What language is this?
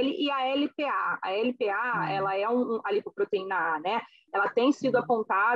Portuguese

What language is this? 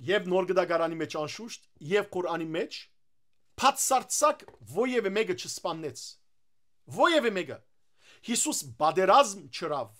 Western Armenian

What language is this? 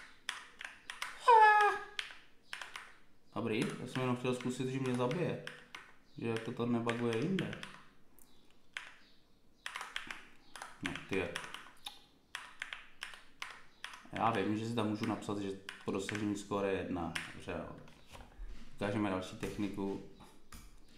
Czech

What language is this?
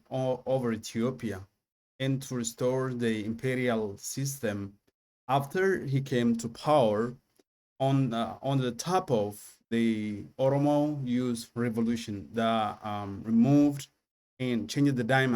English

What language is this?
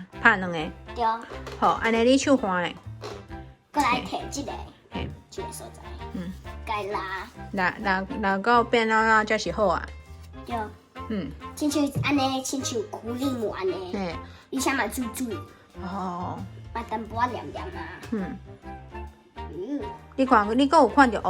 Min Nan Chinese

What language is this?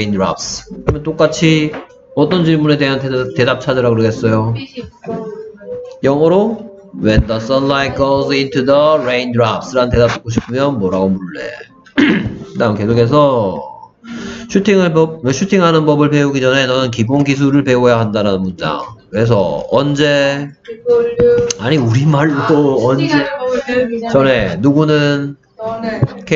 Korean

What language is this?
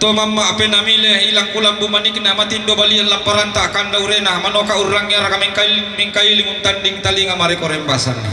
Toraja-Sa'dan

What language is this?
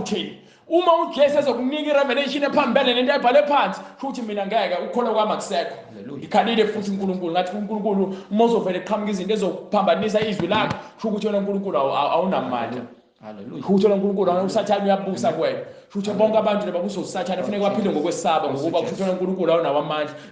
Zulu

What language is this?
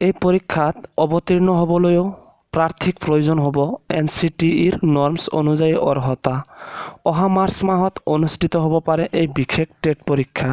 Assamese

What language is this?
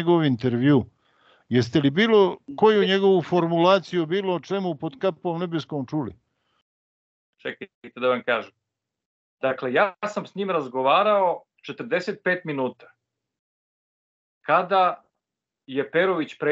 Serbian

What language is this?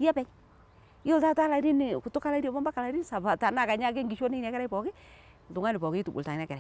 Masai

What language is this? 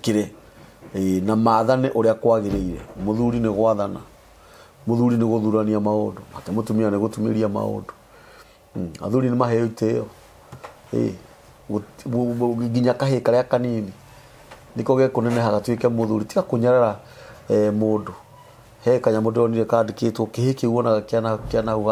Kikuyu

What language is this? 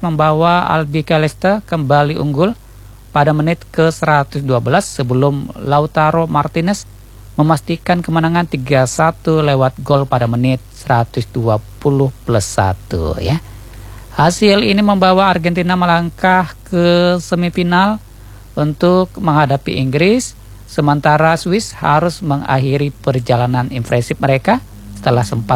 Indonesian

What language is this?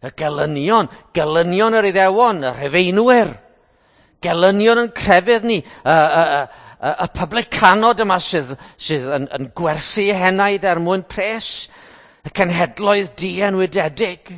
Welsh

